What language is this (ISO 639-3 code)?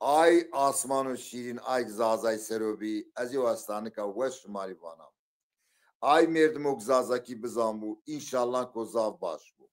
zza